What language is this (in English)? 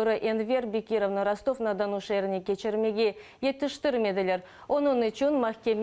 Crimean Tatar